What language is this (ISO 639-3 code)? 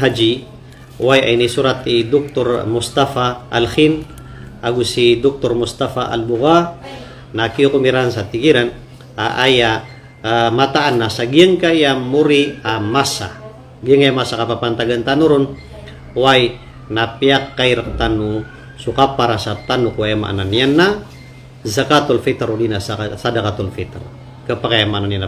mrw